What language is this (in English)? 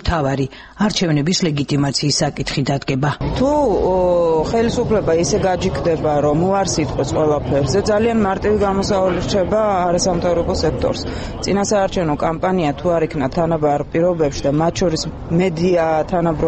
Georgian